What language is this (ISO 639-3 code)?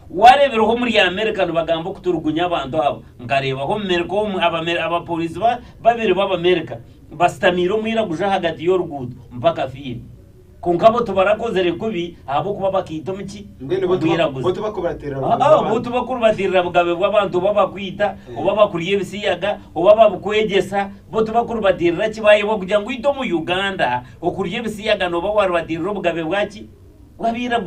nyn